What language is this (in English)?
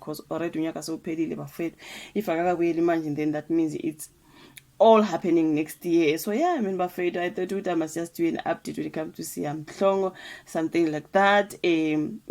Zulu